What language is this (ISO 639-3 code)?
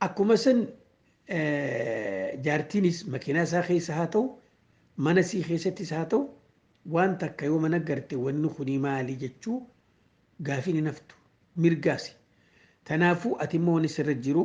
orm